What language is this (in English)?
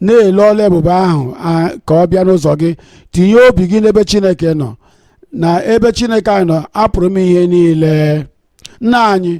Igbo